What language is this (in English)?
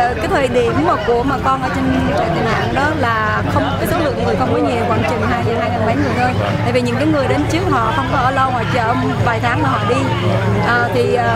Vietnamese